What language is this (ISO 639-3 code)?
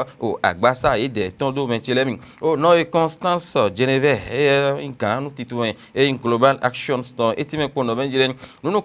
fon